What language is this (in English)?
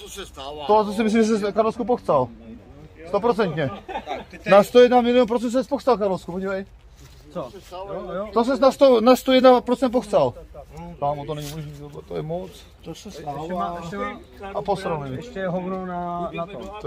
Czech